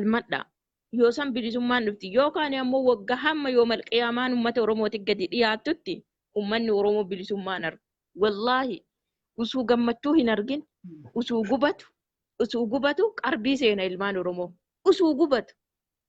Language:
Oromo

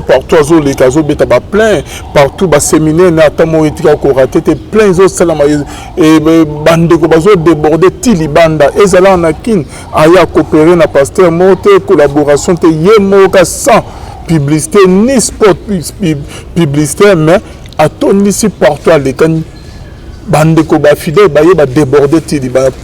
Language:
Lingala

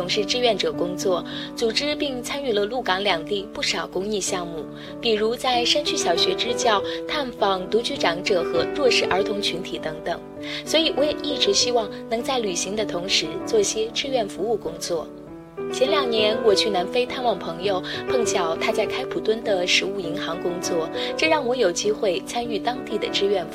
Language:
Chinese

